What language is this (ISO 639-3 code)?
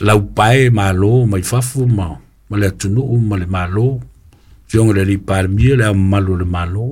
smo